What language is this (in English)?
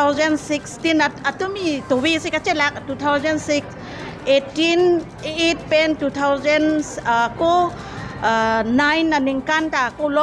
Karbi